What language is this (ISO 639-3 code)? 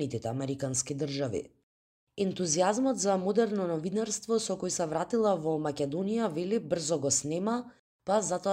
mkd